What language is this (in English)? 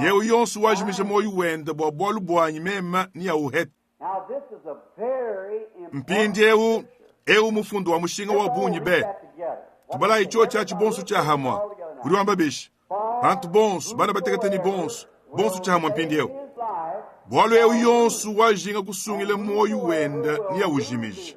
Luba-Lulua